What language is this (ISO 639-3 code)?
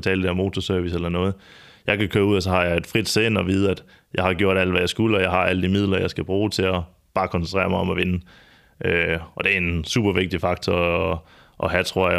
dan